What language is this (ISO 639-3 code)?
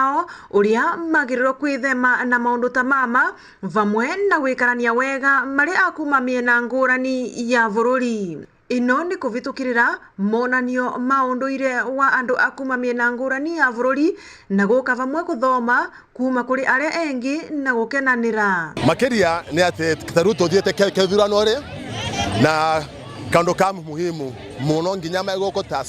mer